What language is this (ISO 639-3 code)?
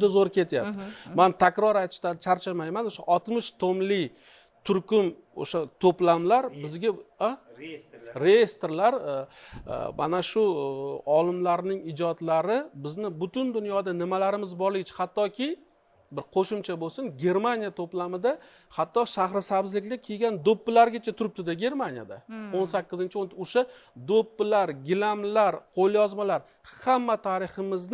uzb